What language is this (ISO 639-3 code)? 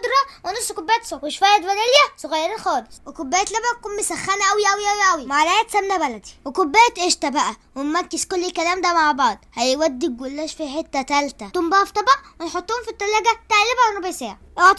arz